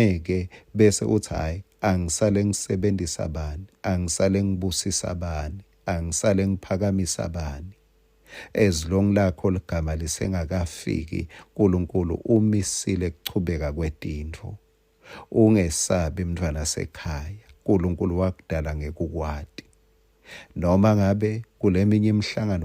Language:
Swati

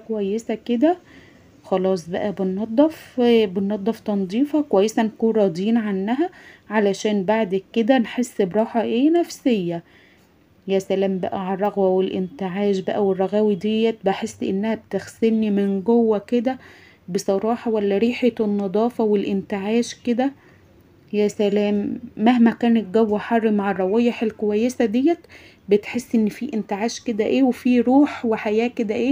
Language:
Egyptian Arabic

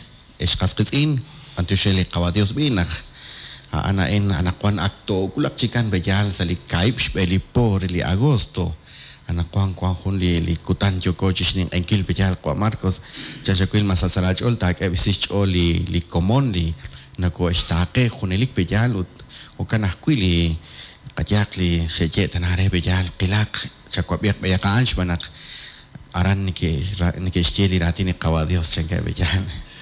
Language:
Kekchí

